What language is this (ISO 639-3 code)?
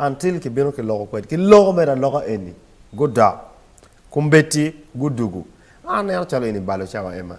ach